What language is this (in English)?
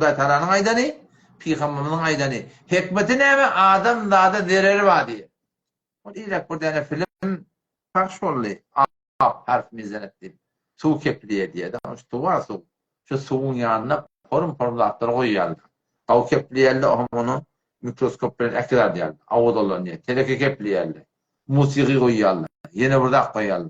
Turkmen